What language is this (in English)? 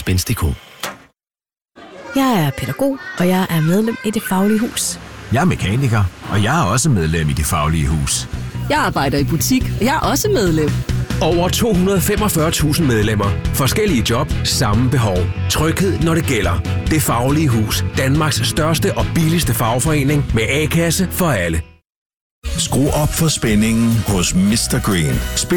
Danish